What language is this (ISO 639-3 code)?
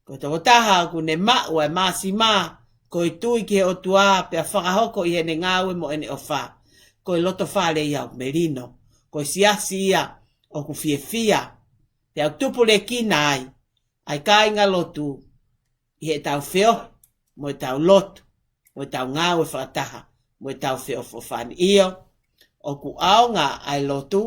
ton